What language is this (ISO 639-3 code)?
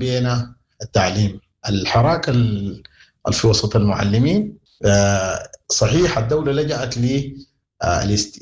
apd